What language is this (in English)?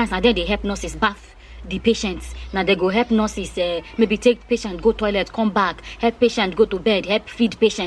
Nigerian Pidgin